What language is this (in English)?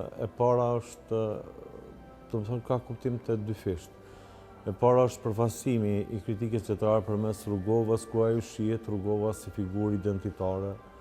Albanian